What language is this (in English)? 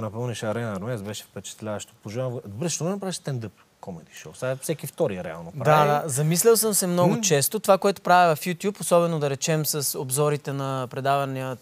Bulgarian